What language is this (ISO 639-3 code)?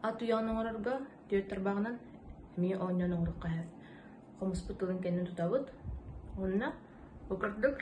sah